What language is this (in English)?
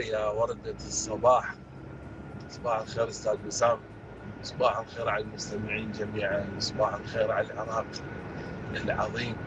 Mesopotamian Arabic